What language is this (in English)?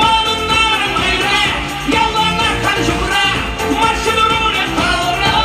Chuvash